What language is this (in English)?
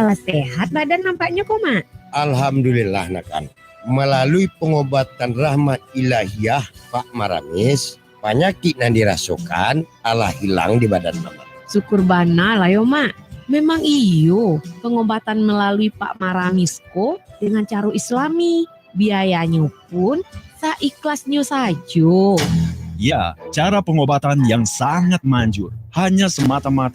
Minangkabau